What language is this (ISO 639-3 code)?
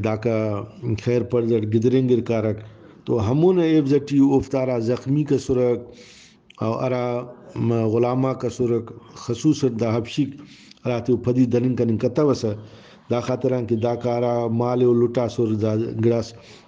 brh